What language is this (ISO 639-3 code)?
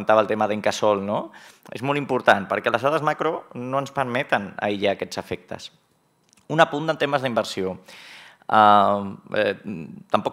cat